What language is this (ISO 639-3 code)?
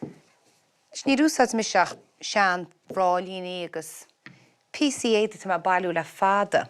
gle